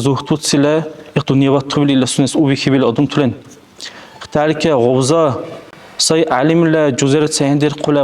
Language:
Dargwa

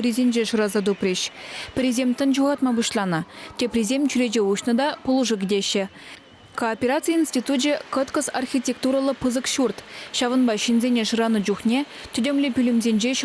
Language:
Chuvash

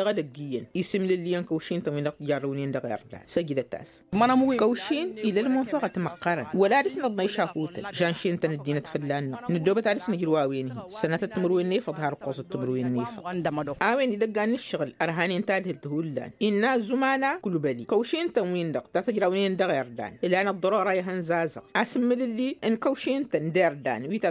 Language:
Tamasheq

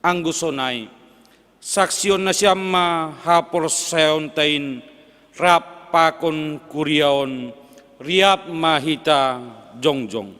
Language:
Batak Simalungun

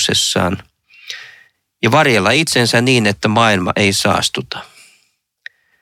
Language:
Finnish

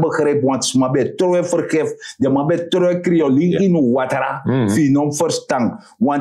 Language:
Sranan Tongo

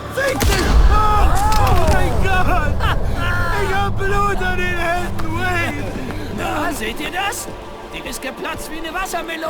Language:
Bavarian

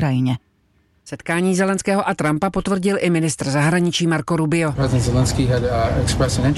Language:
Czech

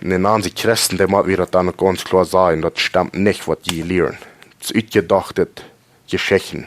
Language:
Plautdietsch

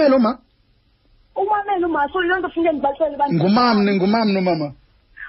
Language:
Xhosa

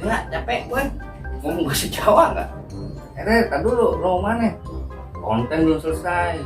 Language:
Betawi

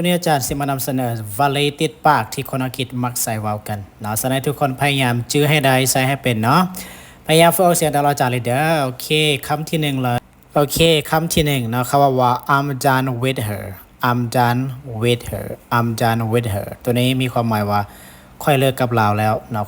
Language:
Lao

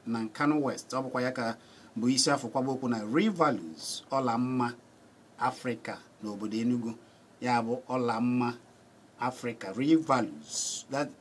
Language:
Igbo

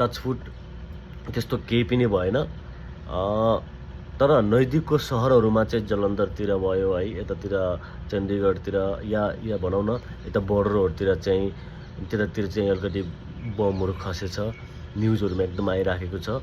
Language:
Nepali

